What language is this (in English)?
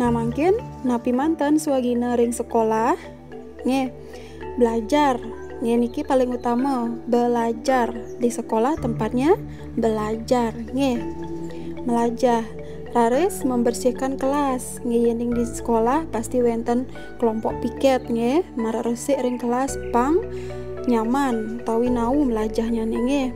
Balinese